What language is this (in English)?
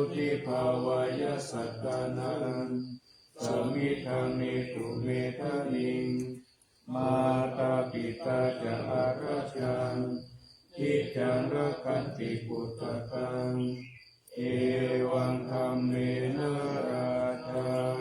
Pali